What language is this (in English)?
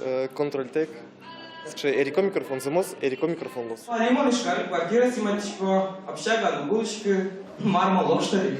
Udmurt